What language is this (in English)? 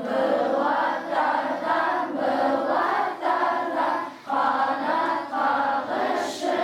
Bashkir